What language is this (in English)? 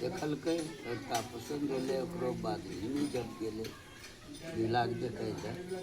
Angika